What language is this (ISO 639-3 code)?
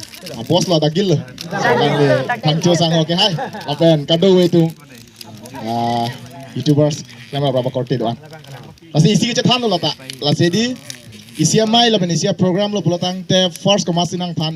mjw